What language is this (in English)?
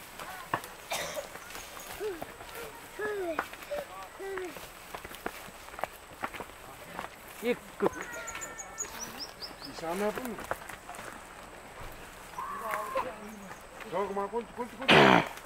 Malay